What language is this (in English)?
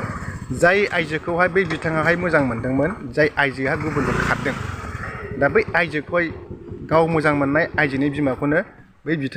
Bodo